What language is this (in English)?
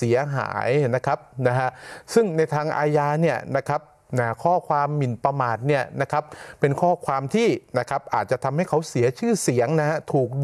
Thai